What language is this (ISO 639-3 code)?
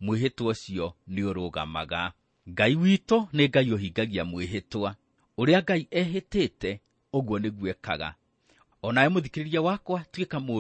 kik